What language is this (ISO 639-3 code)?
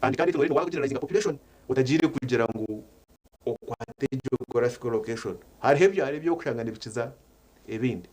nyn